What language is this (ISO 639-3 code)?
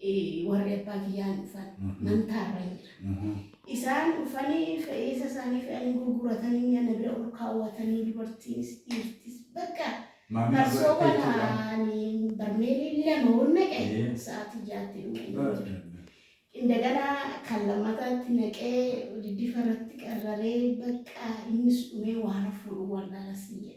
orm